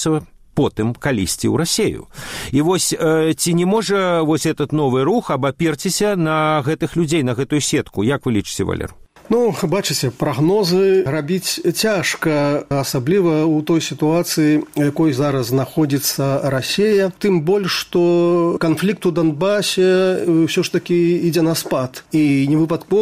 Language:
Belarusian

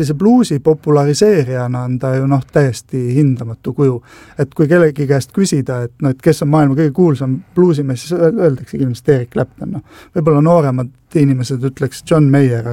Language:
Estonian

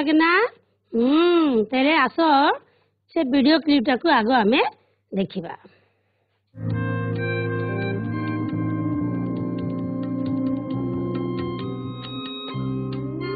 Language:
Odia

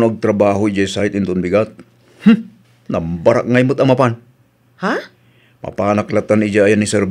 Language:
Iloko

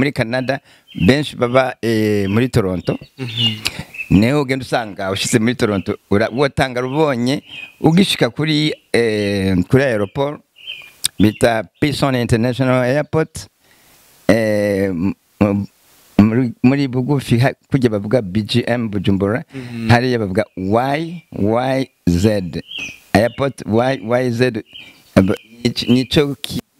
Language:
Rundi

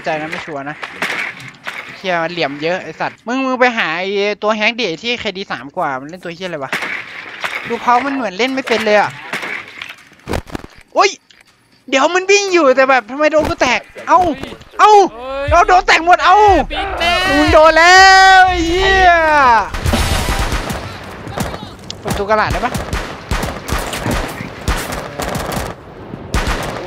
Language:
Thai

